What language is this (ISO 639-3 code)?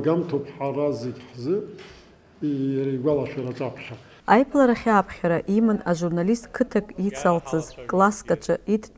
abk